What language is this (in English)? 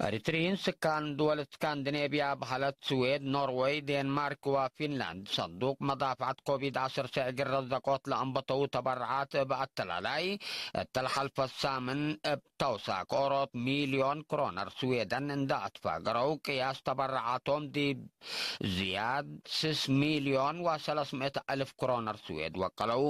Tigre